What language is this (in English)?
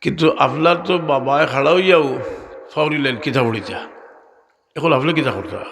Sylheti